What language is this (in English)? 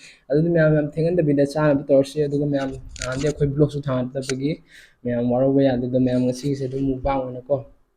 Manipuri